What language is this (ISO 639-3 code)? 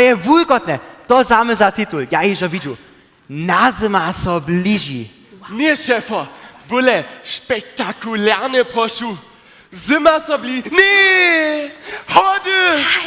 hsb